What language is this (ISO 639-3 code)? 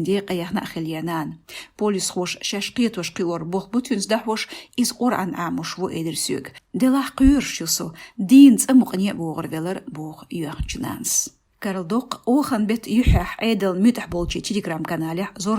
che